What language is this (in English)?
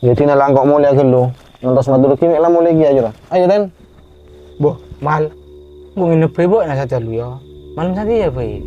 Madurese